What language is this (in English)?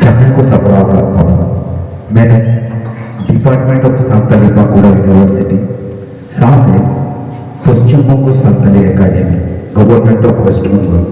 Santali